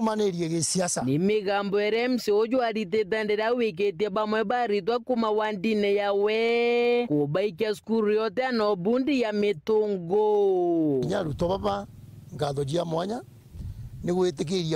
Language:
Meru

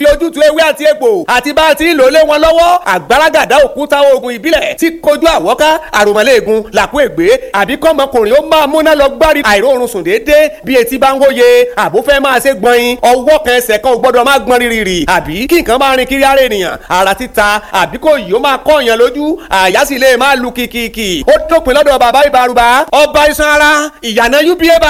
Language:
Yoruba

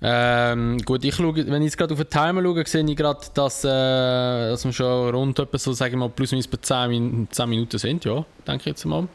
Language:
Swiss German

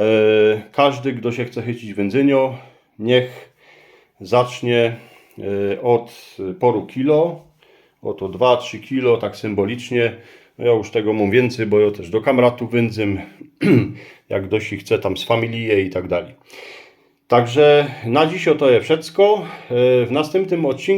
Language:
Silesian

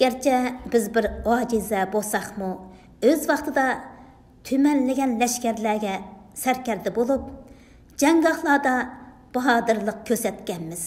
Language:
Uyghur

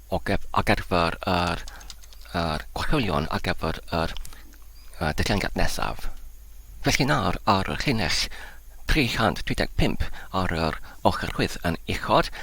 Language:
Welsh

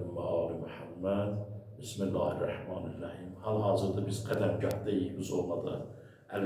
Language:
Azerbaijani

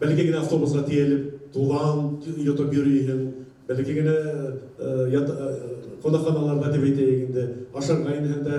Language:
Bashkir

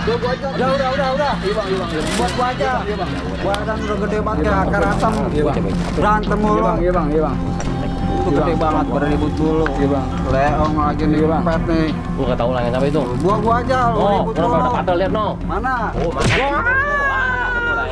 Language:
Betawi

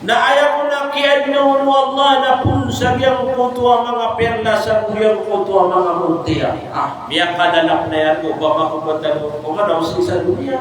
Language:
Maranao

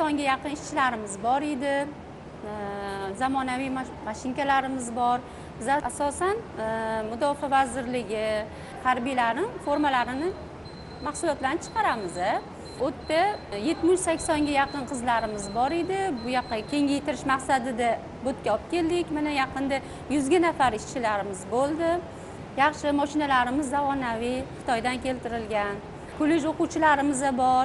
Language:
Uzbek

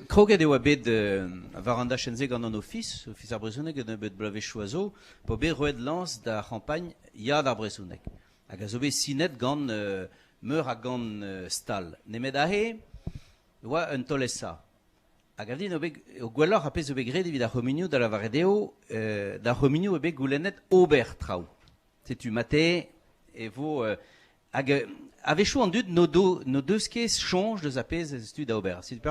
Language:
Breton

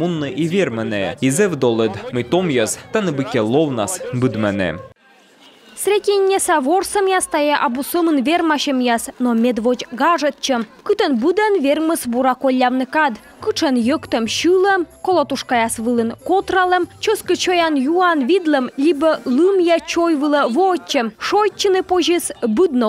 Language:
Komi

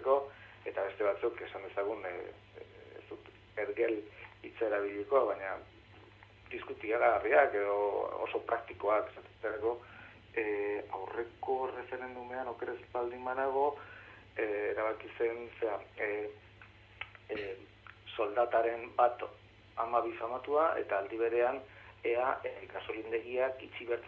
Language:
Basque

